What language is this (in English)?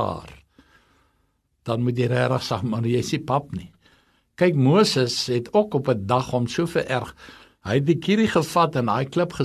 Afrikaans